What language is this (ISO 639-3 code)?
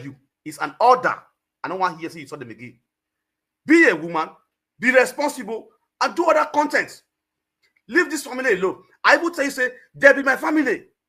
pcm